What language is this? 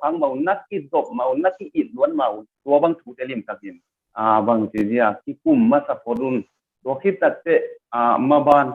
Tedim Chin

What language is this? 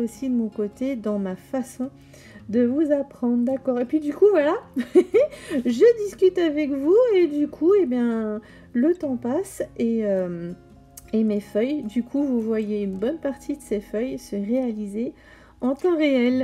French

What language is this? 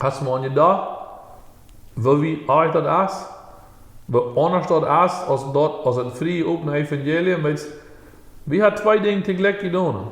Plautdietsch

